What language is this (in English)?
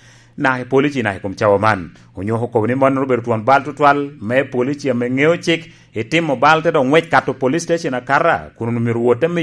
Lango (Uganda)